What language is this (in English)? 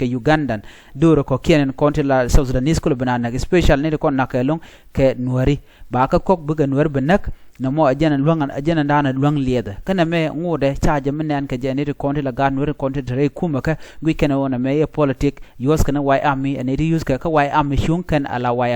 Nuer